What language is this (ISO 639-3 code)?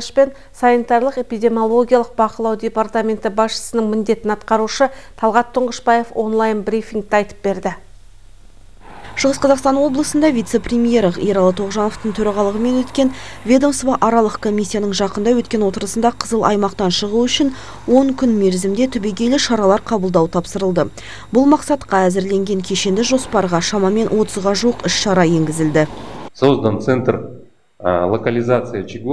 kaz